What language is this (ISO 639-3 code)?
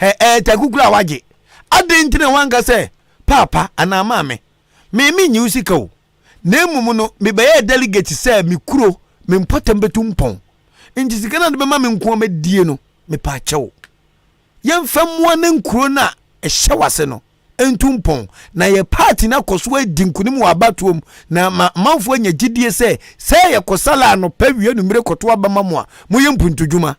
aka